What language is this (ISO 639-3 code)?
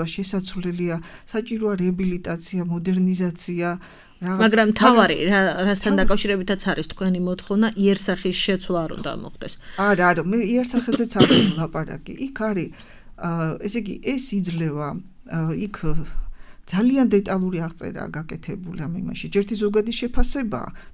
kat